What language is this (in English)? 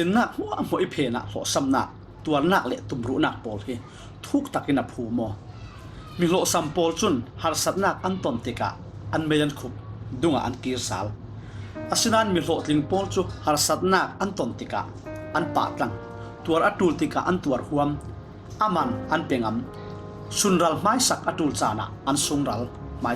Falam Chin